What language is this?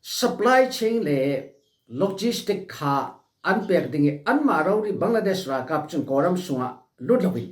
Falam Chin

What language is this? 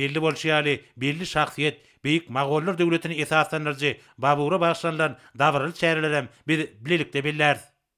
Turkmen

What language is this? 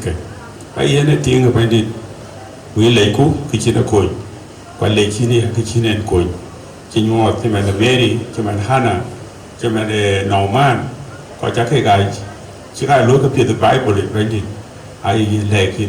Dinka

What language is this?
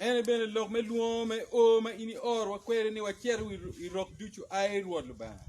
Acoli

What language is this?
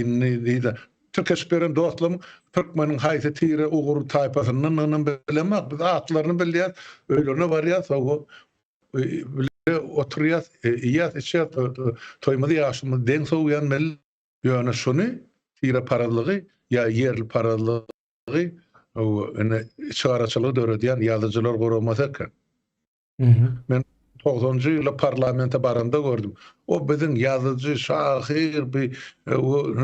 Turkmen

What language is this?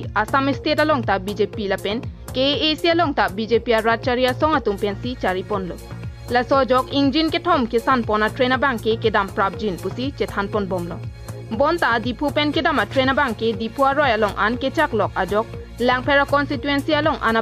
Karbi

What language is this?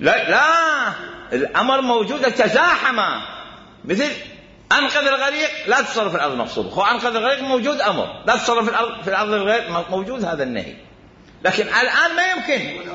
Mesopotamian Arabic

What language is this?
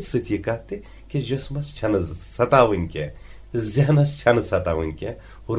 Kashmiri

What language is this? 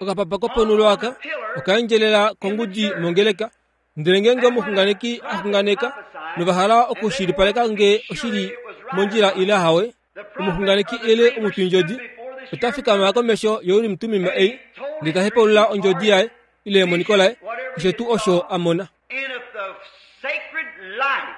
Kuanyama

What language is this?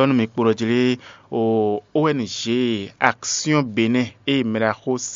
Fon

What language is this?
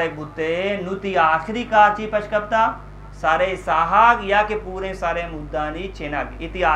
Eastern Balochi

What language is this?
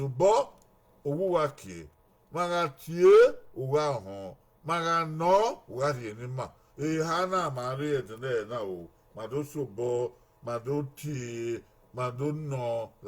Bini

